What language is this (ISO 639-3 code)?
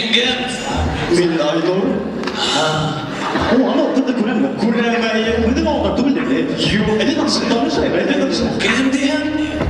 bak